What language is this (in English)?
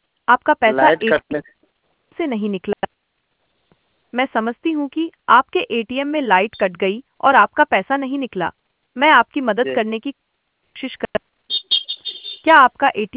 Hindi